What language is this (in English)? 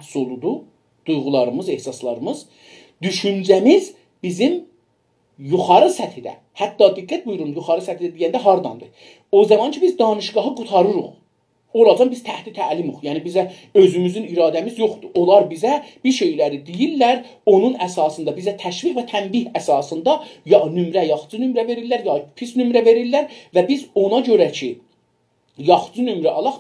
South Azerbaijani